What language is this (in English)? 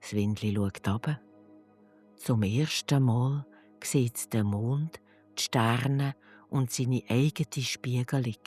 Swiss German